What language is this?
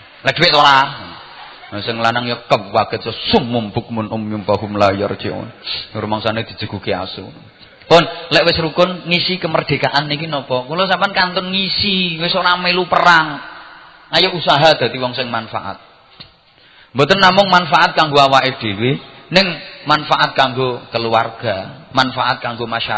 Javanese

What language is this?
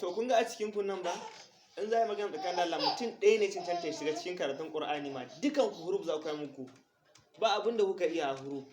Hausa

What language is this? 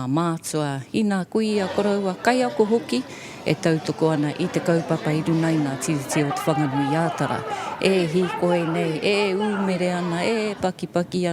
Māori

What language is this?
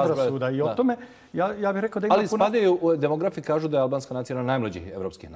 Bosnian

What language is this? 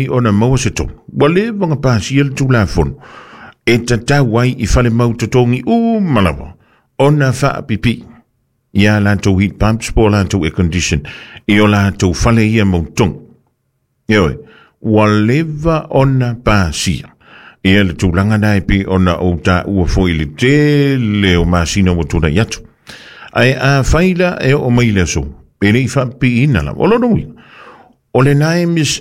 Samoan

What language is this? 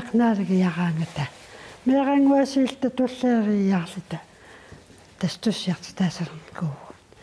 Kalaallisut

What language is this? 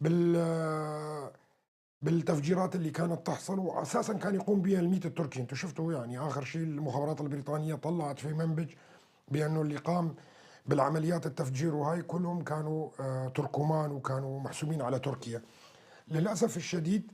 North Levantine Arabic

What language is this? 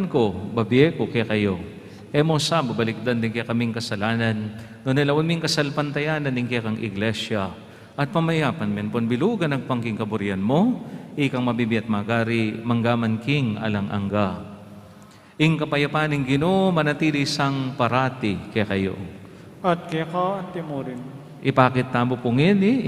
Pampanga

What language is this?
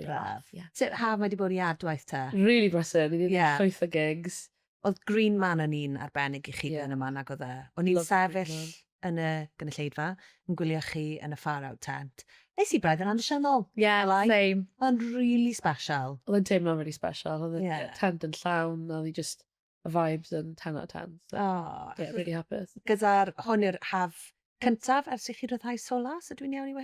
Welsh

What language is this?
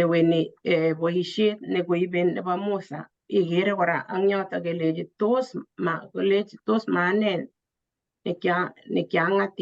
Kalenjin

